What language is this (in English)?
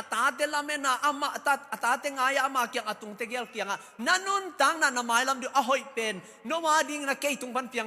Tedim Chin